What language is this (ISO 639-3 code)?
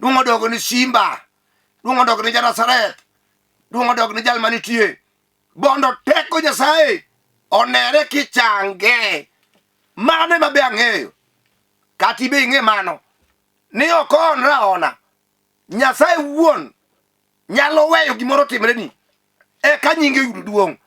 luo